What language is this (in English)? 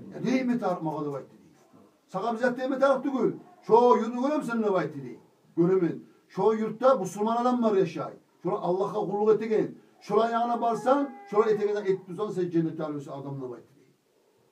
Kumyk